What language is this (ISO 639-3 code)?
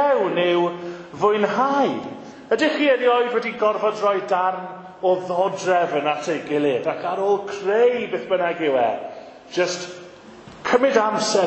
cym